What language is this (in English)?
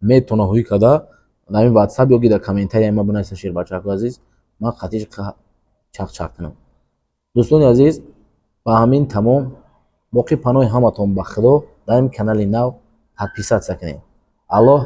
Tajik